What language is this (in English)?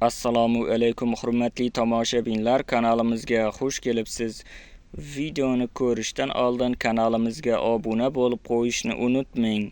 Uzbek